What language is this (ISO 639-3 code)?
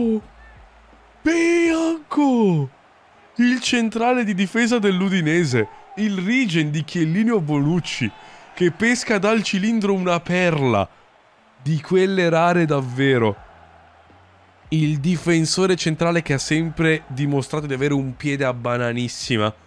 ita